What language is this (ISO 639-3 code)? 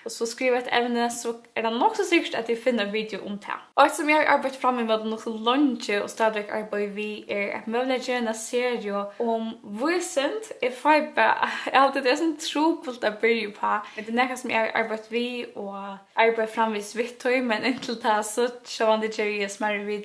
fao